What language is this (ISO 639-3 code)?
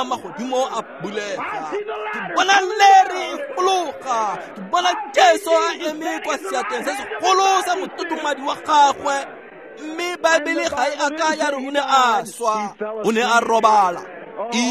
tsn